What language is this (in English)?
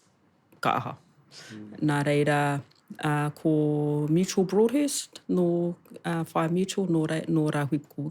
Māori